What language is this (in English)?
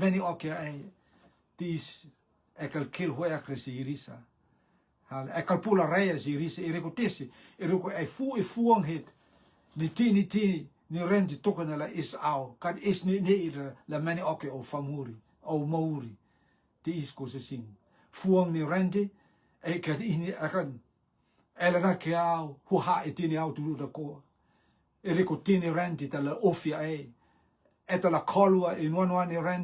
Rotuman